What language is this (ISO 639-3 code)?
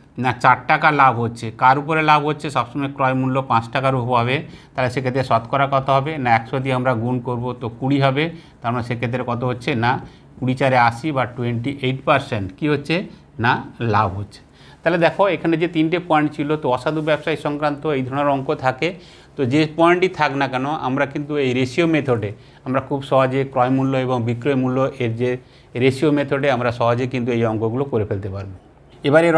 ben